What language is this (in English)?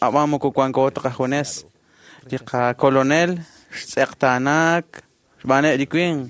Kekchí